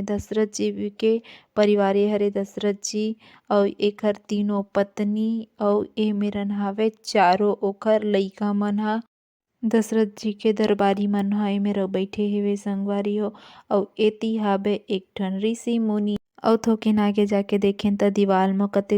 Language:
Chhattisgarhi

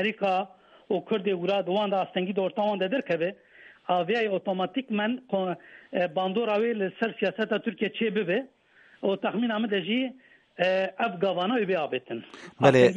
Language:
Kurdish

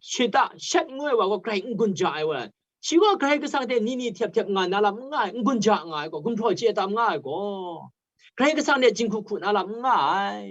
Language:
Kachin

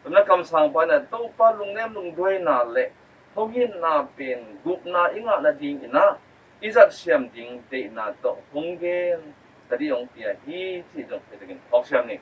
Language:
Tedim Chin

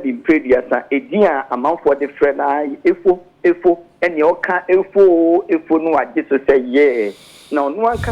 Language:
Akan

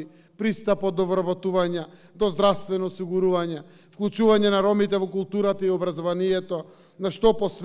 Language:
Macedonian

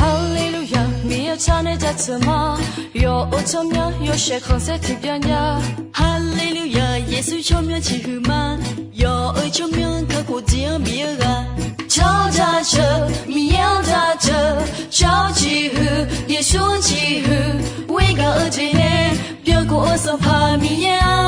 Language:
Akha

